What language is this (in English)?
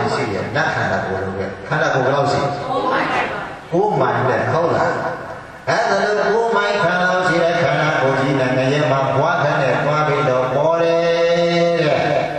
Burmese